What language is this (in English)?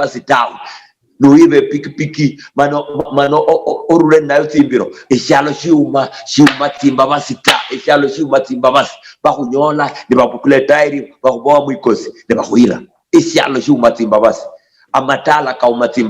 Luyia